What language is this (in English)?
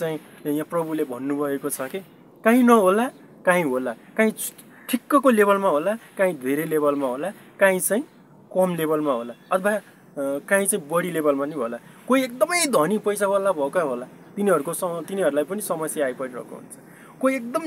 Nepali